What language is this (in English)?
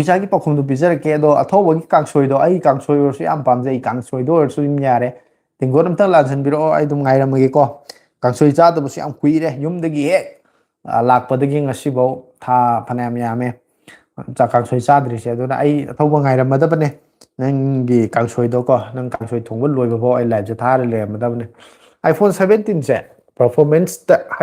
Manipuri